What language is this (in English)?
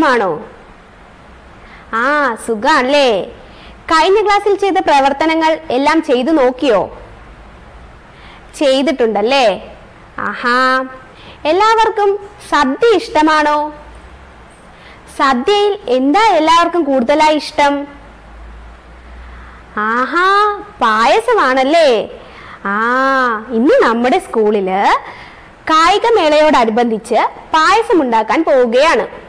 Malayalam